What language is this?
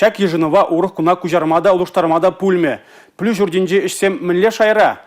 Chuvash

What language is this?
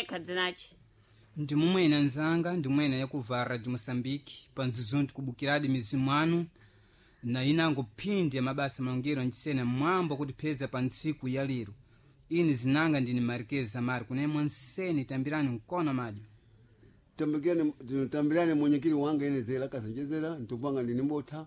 Sena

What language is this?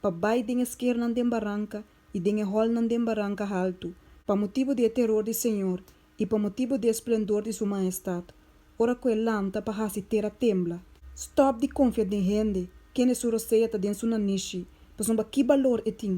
Papiamento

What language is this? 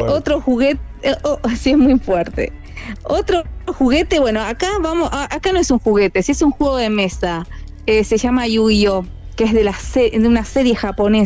Spanish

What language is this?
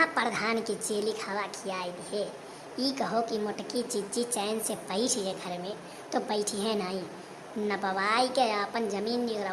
Awadhi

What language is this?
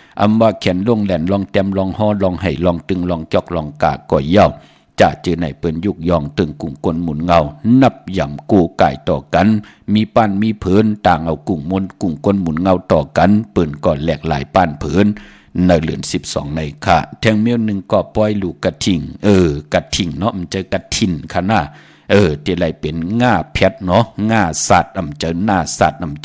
Shan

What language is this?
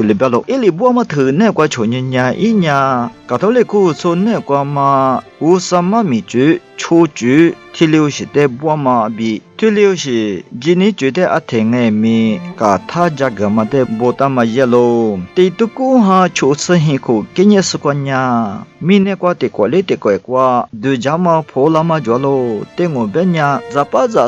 Lisu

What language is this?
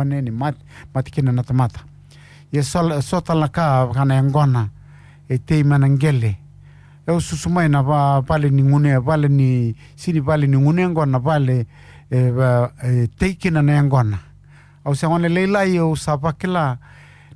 Fijian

